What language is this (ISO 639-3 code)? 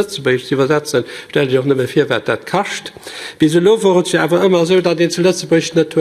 ltz